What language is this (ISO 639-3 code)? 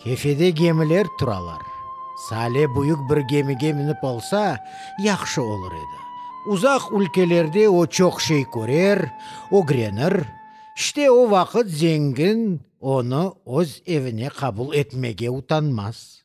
crh